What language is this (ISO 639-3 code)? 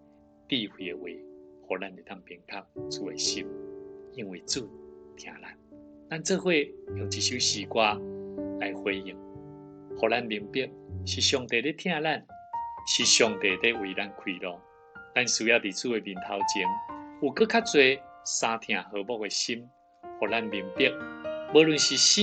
nan